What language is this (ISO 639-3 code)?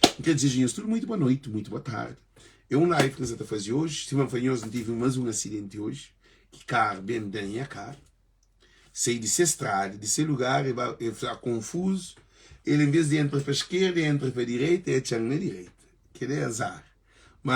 kea